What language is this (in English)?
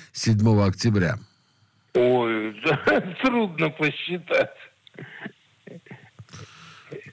Russian